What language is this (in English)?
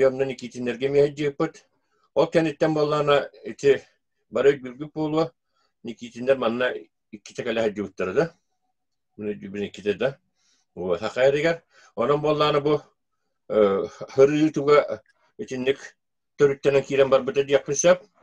Yakut